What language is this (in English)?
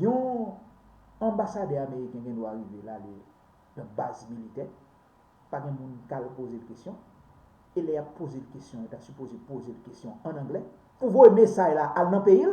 Haitian Creole